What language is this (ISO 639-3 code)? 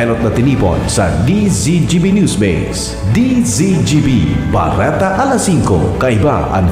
bik